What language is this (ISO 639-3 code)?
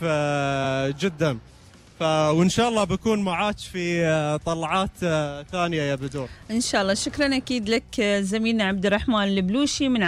afb